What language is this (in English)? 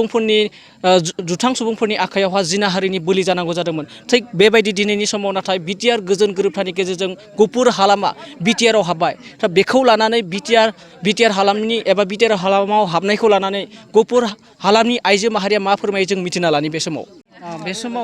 Bodo